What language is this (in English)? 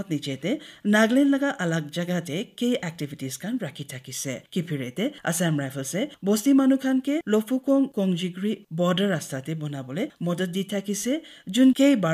Naga Pidgin